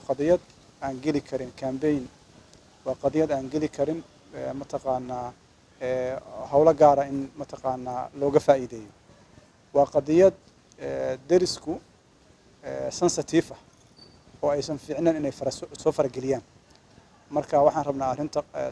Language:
Somali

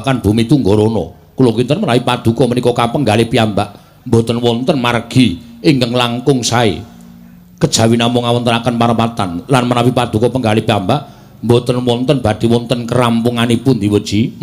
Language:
Javanese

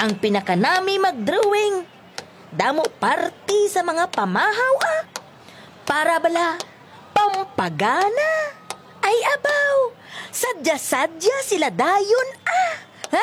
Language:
Hiligaynon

